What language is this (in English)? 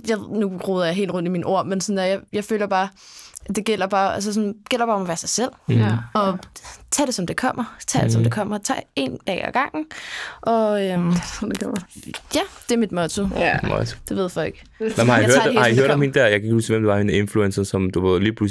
Danish